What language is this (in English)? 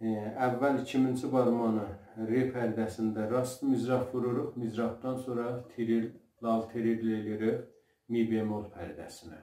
South Azerbaijani